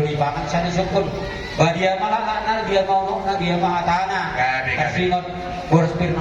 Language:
Batak Toba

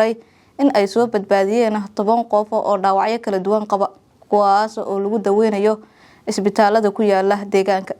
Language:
Somali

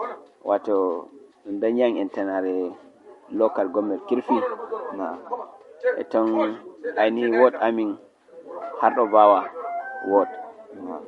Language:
Fula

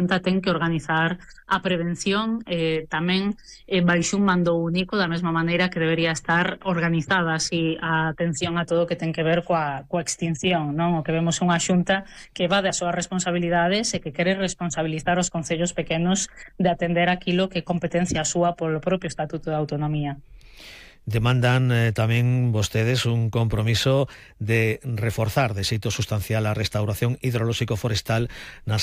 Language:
Galician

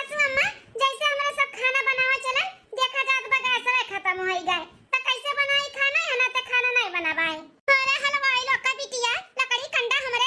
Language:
Awadhi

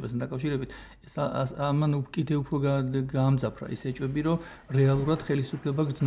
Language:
Georgian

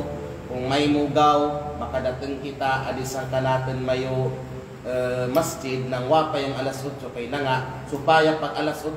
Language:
Kalagan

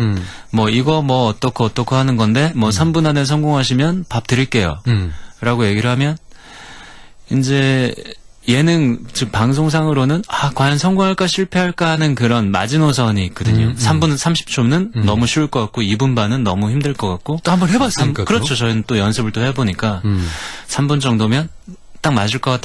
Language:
Korean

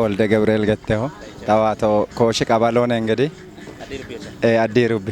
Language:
Kafa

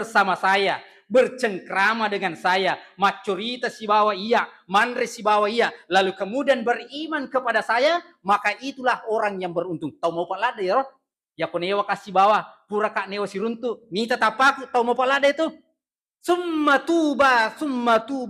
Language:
Buginese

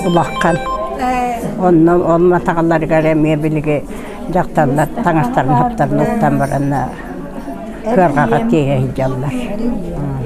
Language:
Yakut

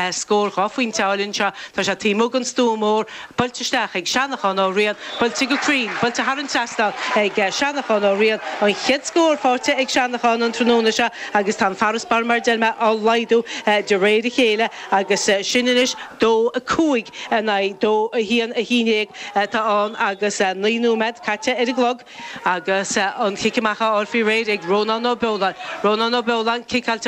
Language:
Irish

